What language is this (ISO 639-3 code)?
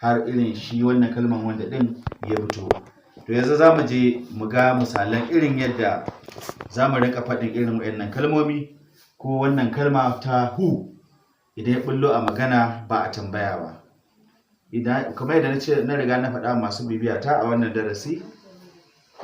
hau